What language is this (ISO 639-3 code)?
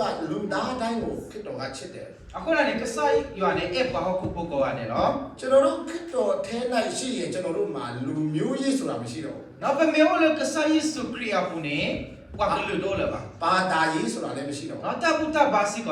ksw